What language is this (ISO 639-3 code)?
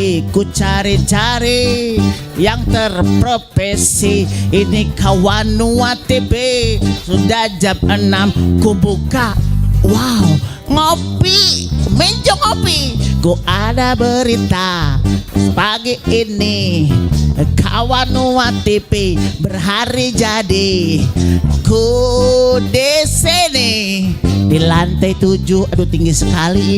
xmm